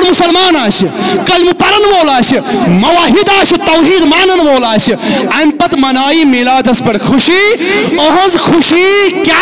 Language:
Kashmiri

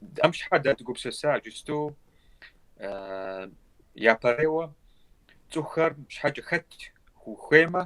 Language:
Kabardian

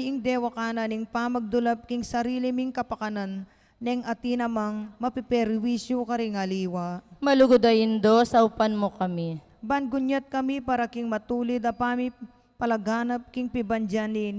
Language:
Pampanga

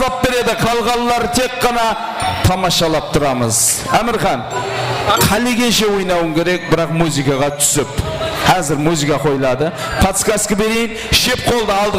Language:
Kara-Kalpak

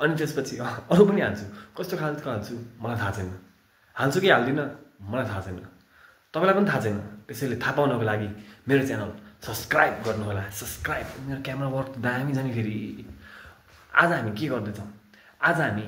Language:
Nepali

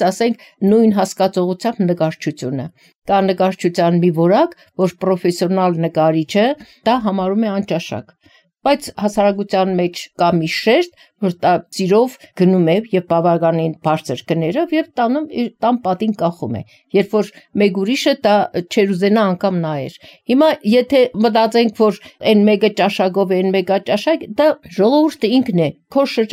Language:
Armenian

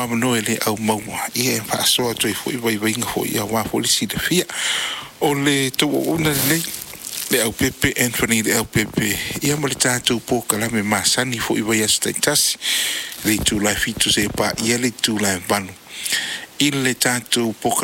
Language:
Samoan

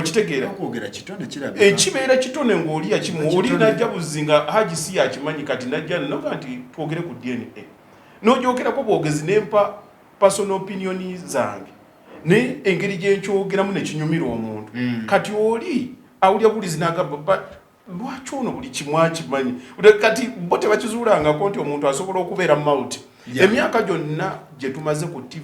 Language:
Ganda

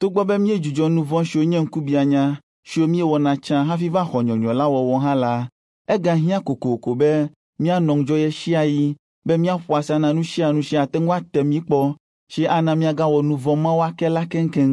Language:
Ewe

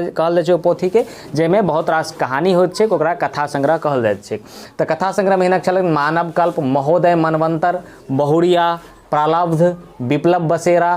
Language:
Maithili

